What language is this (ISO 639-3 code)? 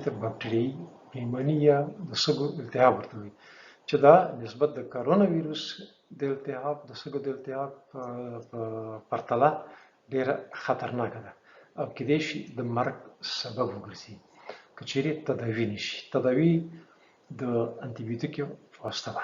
pus